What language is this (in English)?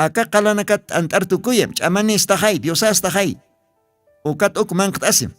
Aymara